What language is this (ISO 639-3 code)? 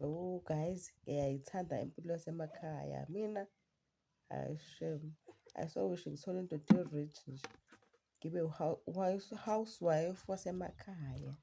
zul